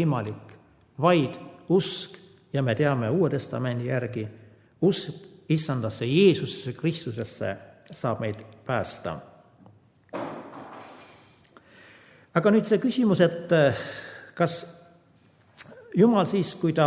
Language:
Estonian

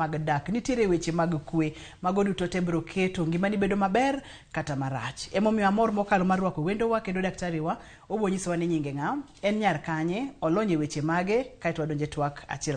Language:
Luo (Kenya and Tanzania)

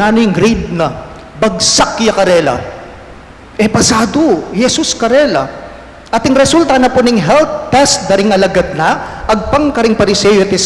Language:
Pampanga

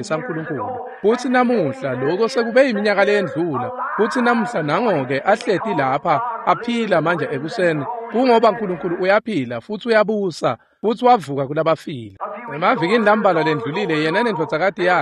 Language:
Swati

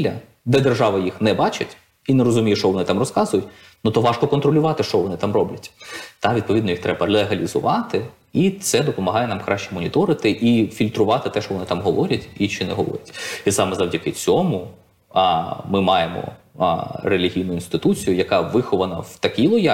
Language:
Ukrainian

